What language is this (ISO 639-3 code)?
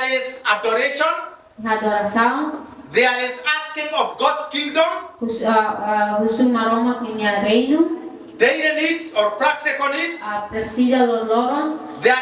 tet